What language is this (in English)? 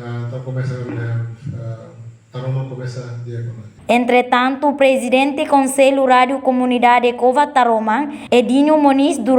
Tetum